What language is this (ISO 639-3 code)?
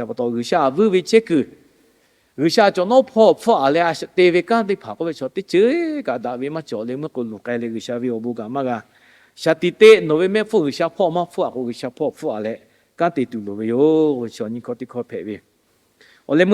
lhu